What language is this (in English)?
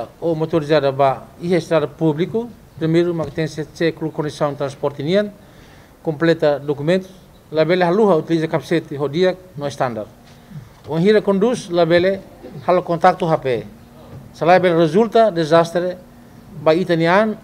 Tetum